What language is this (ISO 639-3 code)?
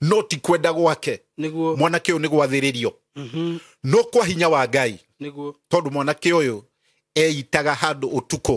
kik